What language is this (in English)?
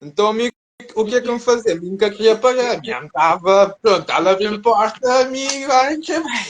Kabuverdianu